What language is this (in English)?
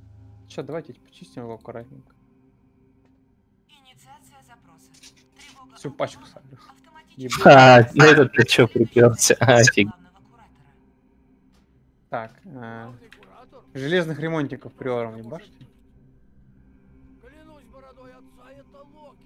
Russian